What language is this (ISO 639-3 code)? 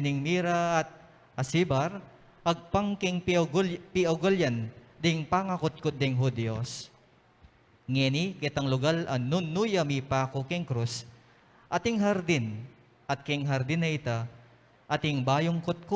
pam